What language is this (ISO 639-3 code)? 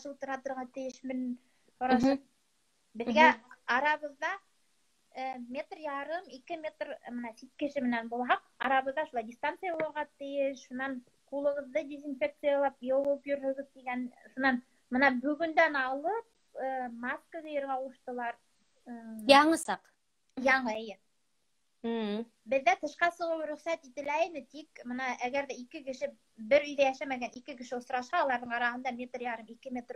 bak